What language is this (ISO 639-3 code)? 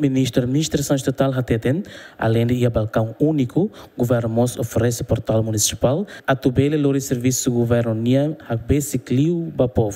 tet